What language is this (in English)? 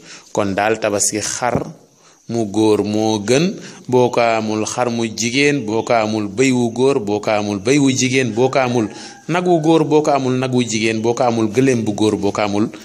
Wolof